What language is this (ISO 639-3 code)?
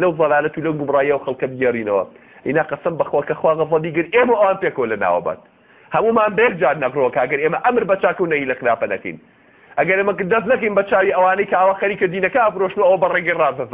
ckb